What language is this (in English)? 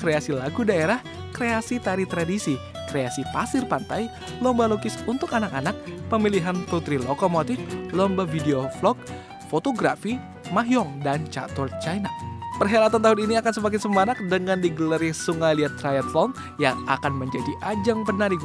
Indonesian